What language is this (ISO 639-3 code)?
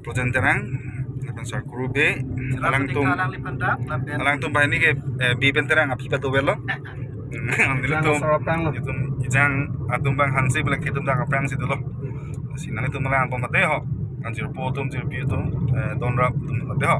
mjw